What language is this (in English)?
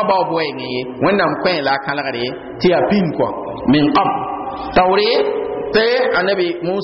Mossi